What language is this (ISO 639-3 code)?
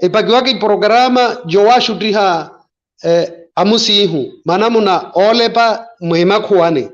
vmw